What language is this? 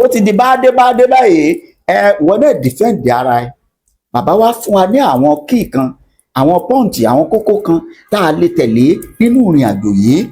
Yoruba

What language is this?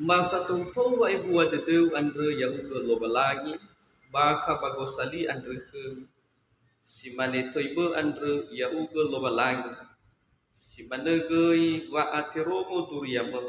Nias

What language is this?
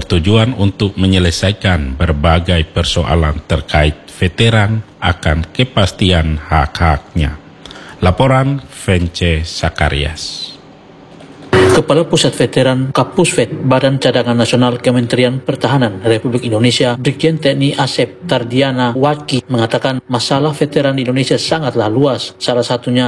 Indonesian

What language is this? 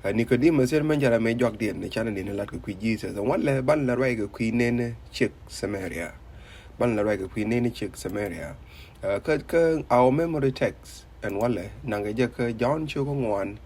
Nuer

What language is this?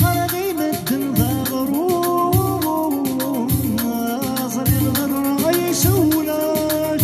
Kabyle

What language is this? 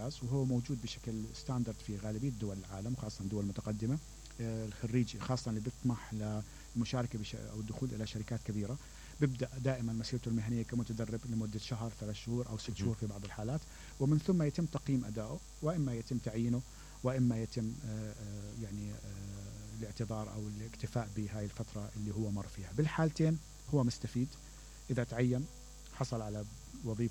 Mesopotamian Arabic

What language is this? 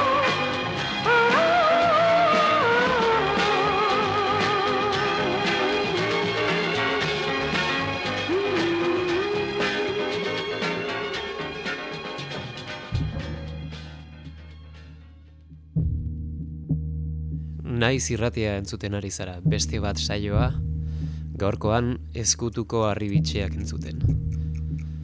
Basque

